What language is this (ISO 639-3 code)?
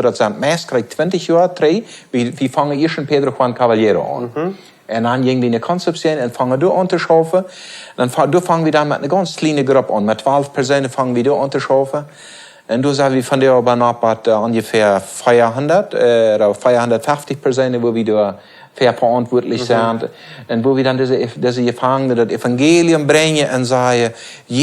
pdt